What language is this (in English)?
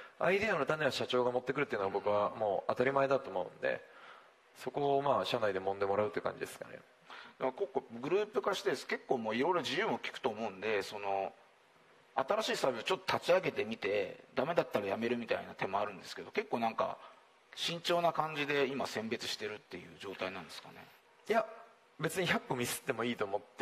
Japanese